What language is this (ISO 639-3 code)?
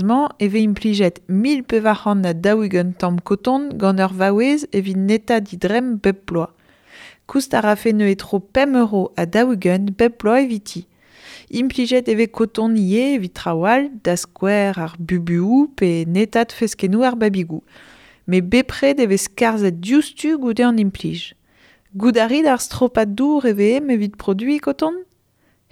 bre